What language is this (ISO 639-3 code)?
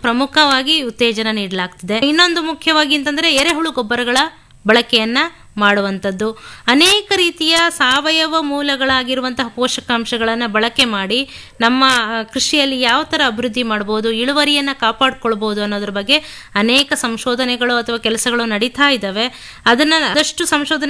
kan